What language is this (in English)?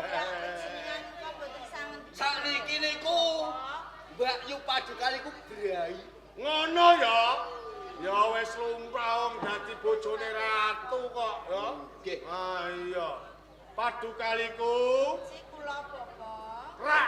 Javanese